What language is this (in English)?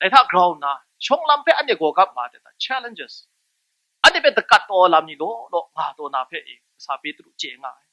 Kachin